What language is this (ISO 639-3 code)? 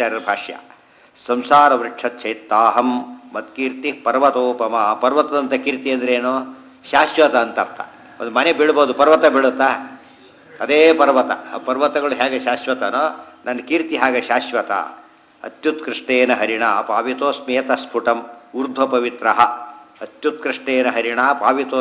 kan